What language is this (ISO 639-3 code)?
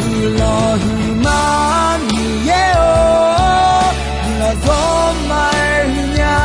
ahk